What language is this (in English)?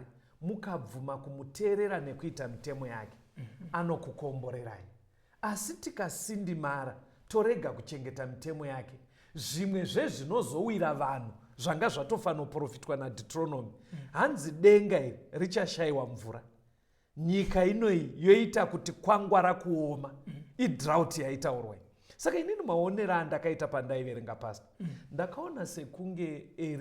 Shona